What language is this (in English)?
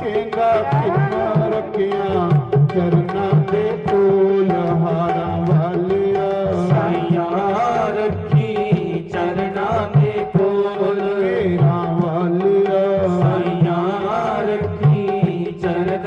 Dogri